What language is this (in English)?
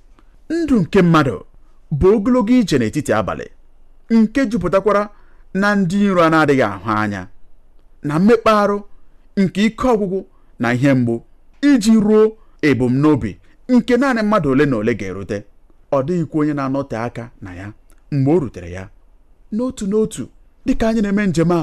Igbo